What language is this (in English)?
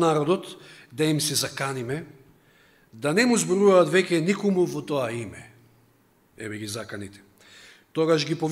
Macedonian